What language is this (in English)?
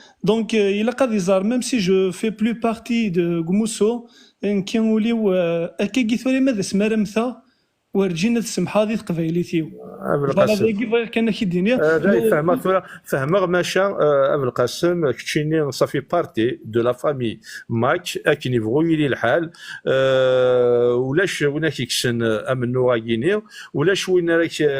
Kabyle